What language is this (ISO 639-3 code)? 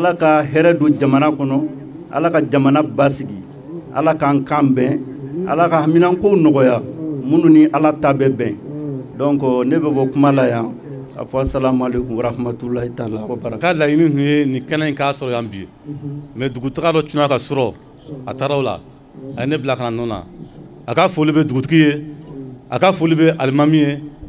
bam